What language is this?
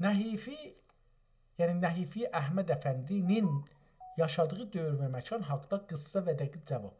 South Azerbaijani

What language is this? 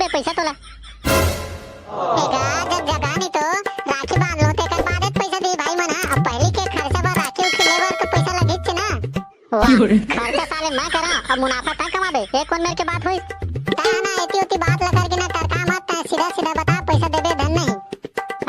Chhattisgarhi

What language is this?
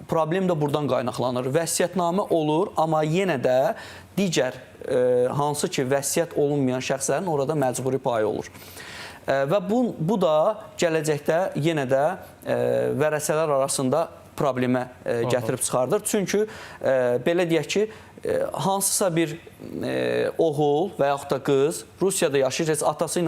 Azerbaijani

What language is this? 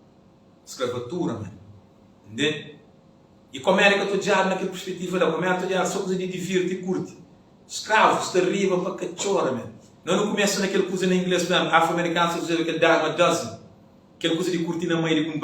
Kabuverdianu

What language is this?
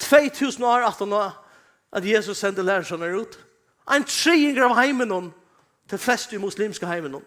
Faroese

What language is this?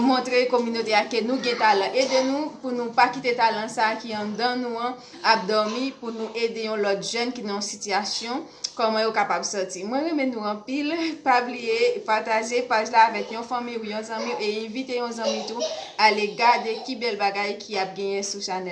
Haitian Creole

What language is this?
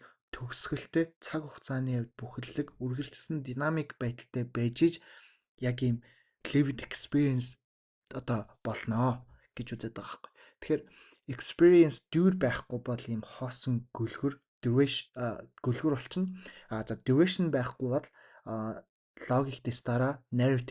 Mongolian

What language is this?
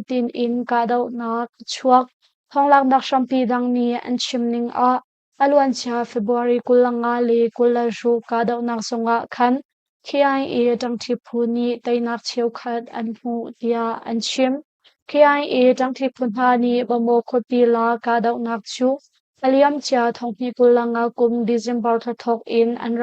Hakha Chin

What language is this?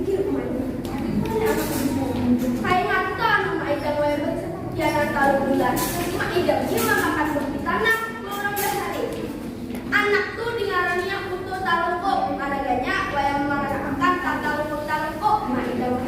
Banjar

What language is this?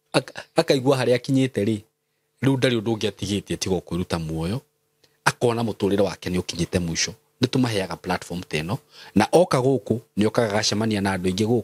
Kikuyu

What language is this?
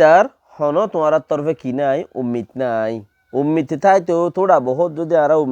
Rohingya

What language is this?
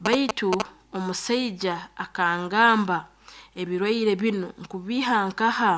Nyoro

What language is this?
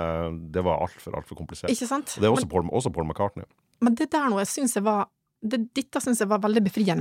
Norwegian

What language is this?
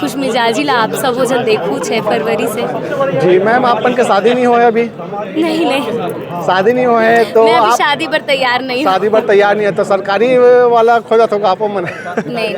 Chhattisgarhi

